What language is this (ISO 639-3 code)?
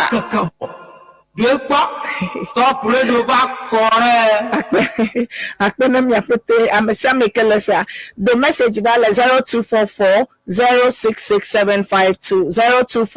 ewe